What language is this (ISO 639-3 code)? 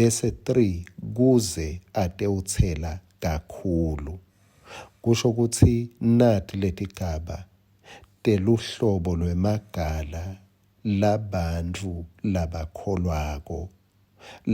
ssw